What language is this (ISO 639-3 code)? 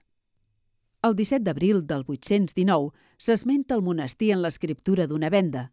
cat